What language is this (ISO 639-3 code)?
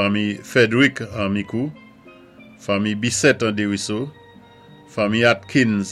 acf